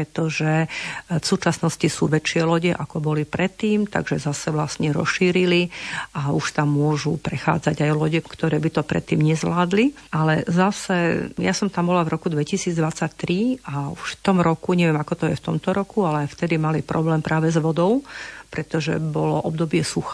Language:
Slovak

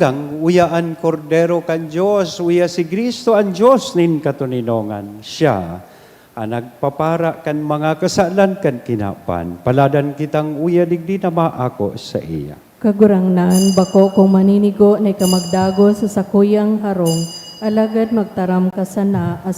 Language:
Bikol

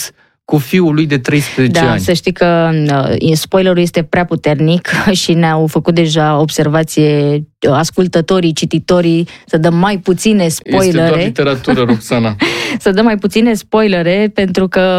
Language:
Romanian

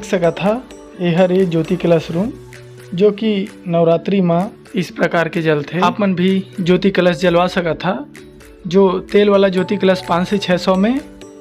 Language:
Chhattisgarhi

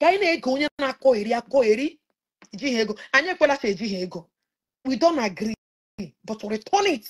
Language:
Igbo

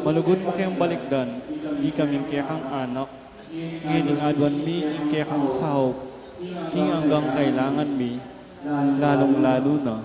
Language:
Pampanga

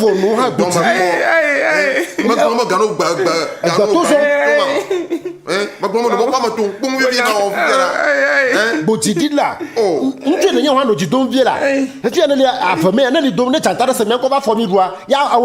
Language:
Ewe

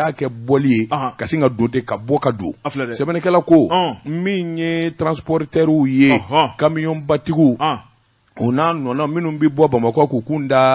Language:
Bambara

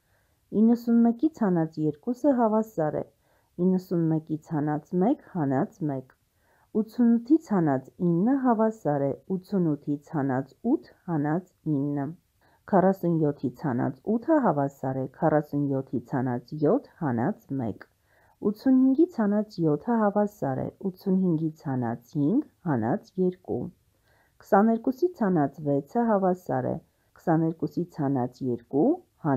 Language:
Armenian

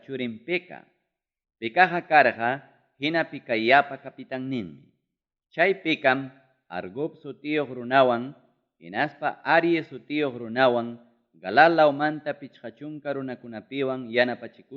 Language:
Ayacucho Quechua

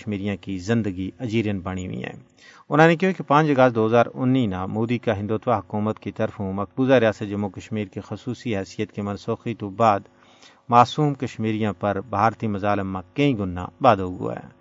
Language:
Gujari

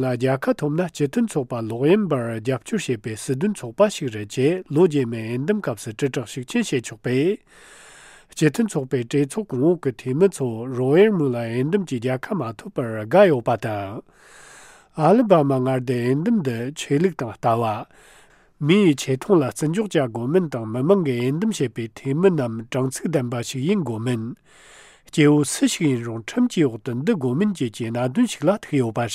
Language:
Tibetan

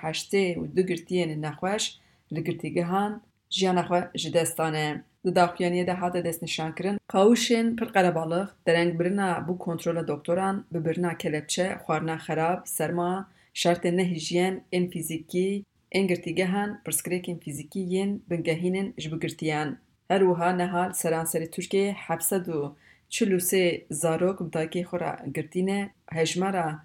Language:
Kurdish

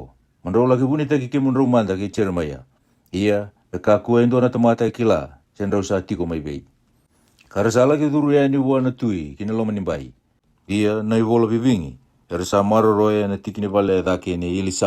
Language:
Fijian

